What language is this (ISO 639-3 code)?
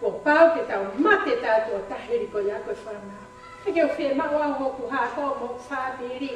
ton